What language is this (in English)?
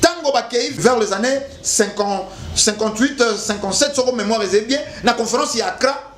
Lingala